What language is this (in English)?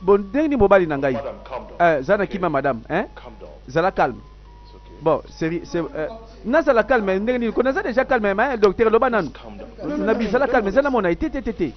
Lingala